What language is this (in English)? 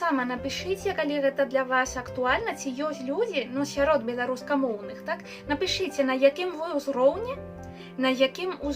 Belarusian